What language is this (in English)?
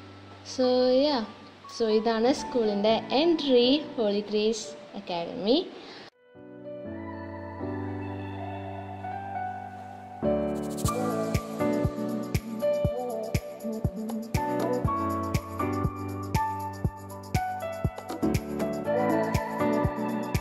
Malayalam